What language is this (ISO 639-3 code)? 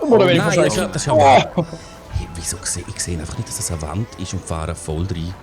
gsw